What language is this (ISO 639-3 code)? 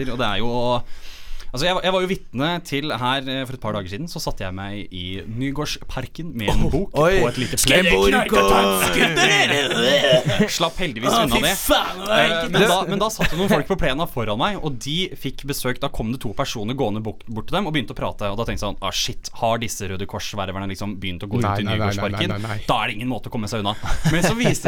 nor